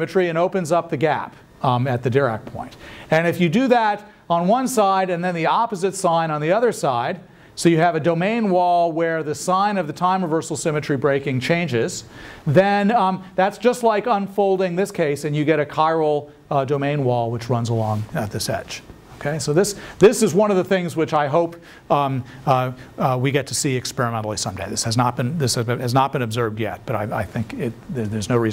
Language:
English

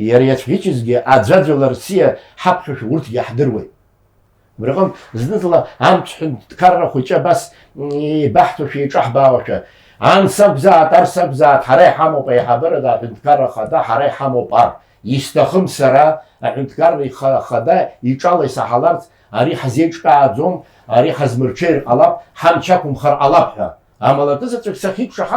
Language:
Abkhazian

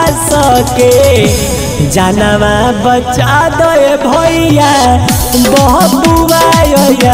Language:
Bhojpuri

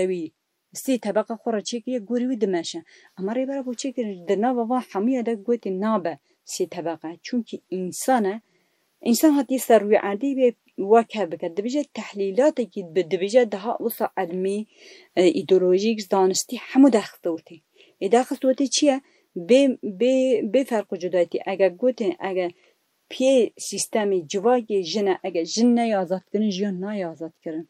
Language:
Kurdish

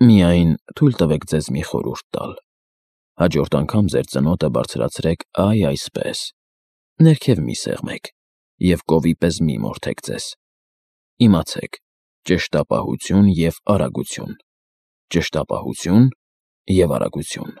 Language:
Armenian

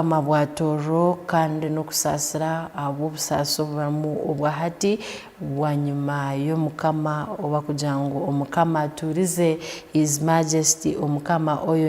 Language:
Tooro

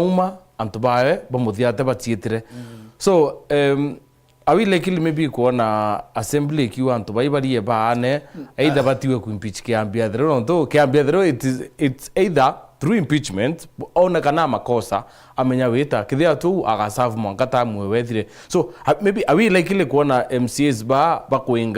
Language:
Meru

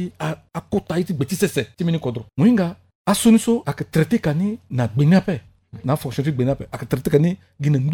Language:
Sango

